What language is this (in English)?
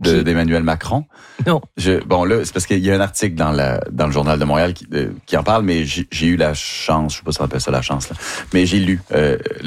French